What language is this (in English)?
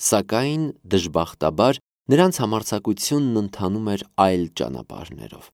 Armenian